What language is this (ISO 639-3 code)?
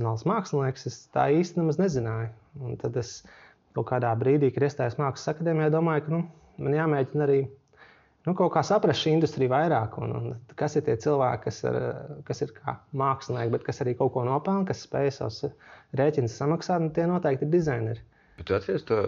lav